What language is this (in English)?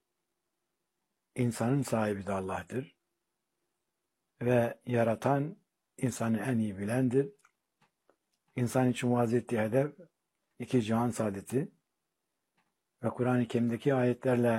Turkish